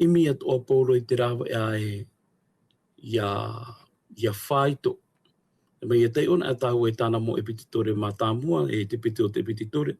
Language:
Tahitian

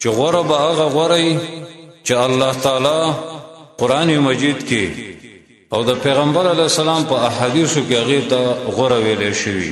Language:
Pashto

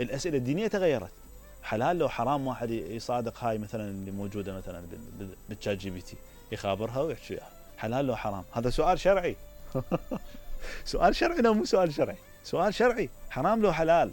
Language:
Mesopotamian Arabic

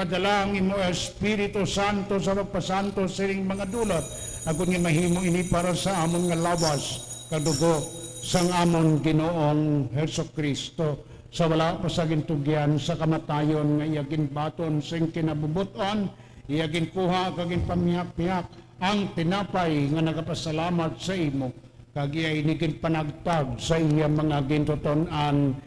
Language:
Hiligaynon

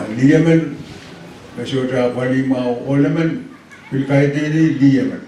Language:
Pohnpeian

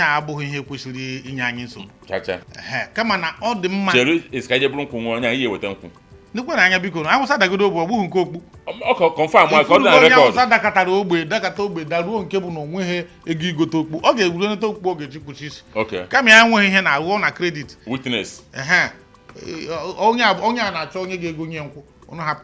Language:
Igbo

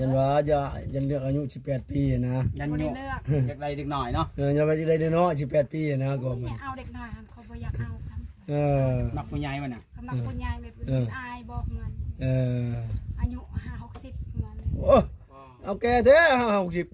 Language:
Northeastern Thai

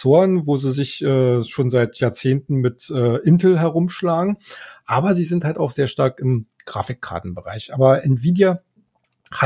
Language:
German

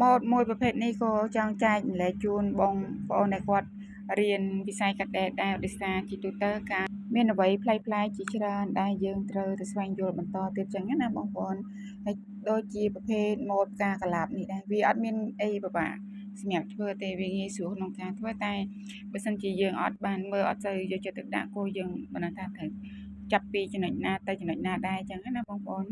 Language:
Khmer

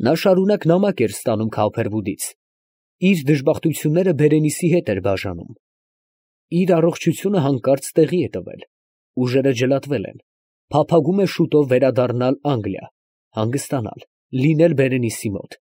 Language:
Armenian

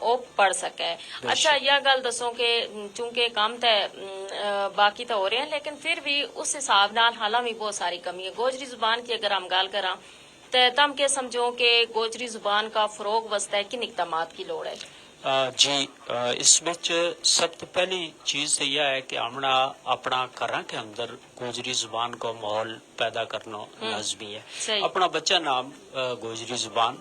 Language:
Gujari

